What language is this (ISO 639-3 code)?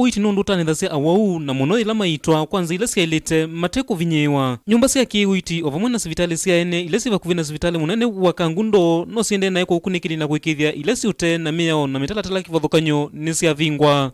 kam